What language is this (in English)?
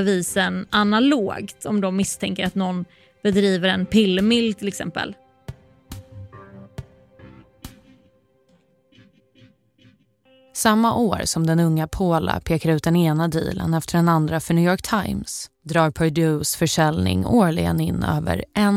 Swedish